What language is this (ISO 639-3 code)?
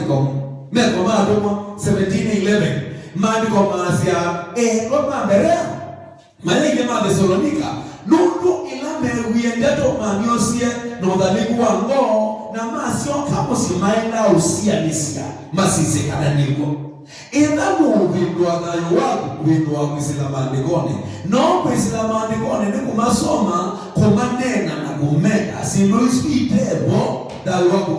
kam